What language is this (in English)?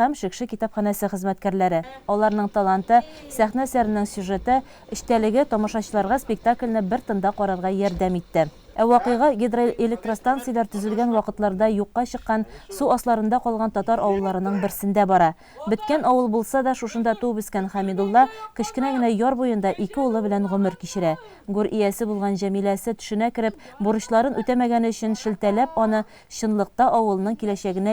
Tatar